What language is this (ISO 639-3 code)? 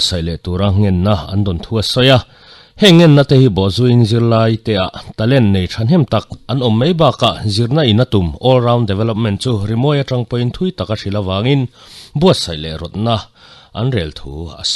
lus